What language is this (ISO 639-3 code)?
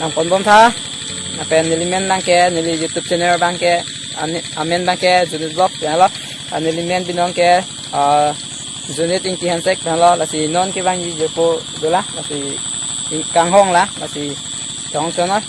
mjw